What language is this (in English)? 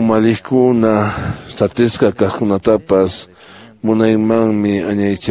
Quechua